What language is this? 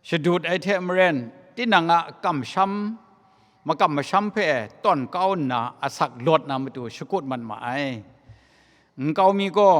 Kachin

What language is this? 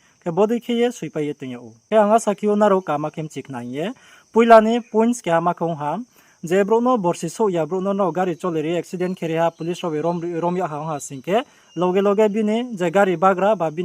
Riang (India)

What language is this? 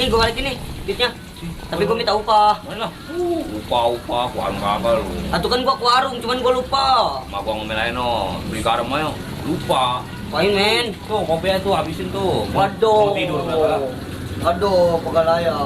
Betawi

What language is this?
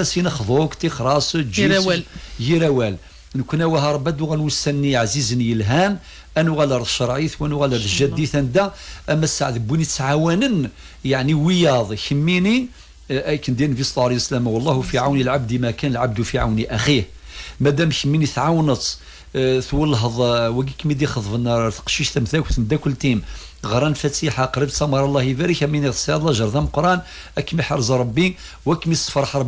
Kabyle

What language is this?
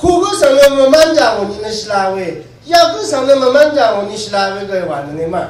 Rawang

